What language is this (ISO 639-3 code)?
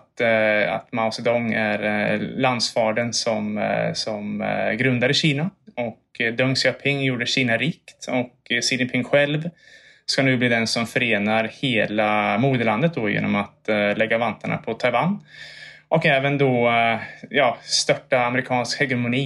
swe